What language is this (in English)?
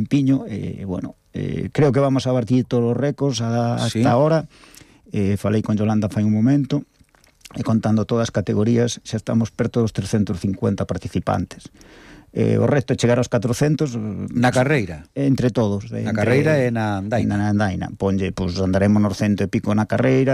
Galician